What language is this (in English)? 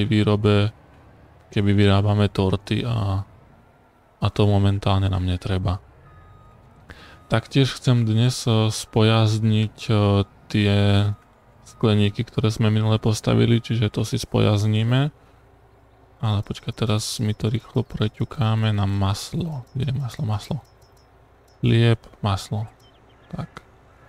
Slovak